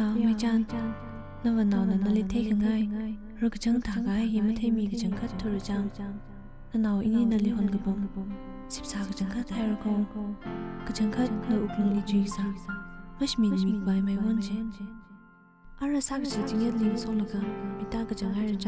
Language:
Tangkhul Naga (India)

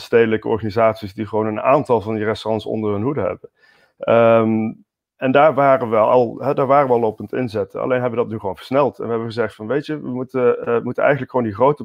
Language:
Dutch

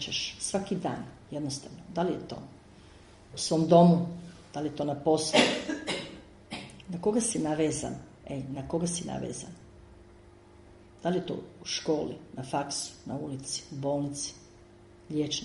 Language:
Croatian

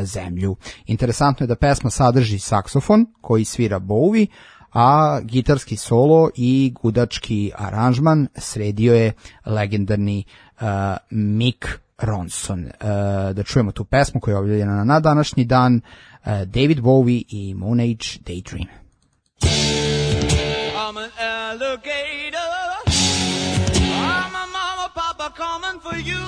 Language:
Serbian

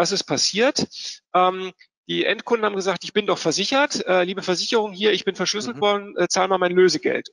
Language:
German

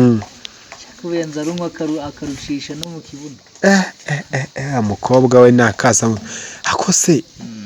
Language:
Kinyarwanda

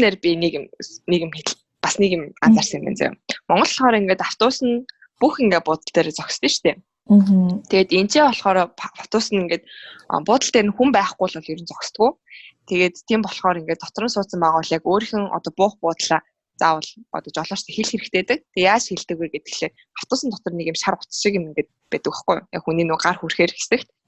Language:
Mongolian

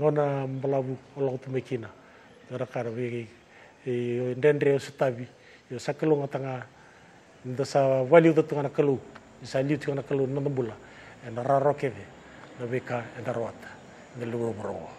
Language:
Fijian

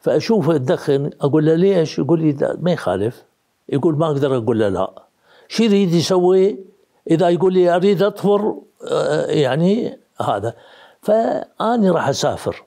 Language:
Mesopotamian Arabic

